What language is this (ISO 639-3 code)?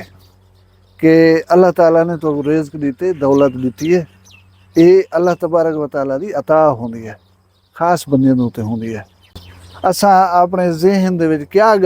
skr